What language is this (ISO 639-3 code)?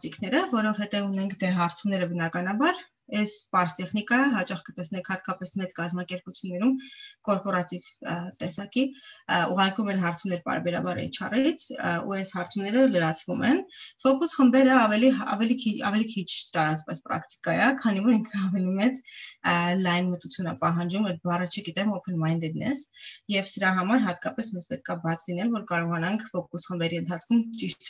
hye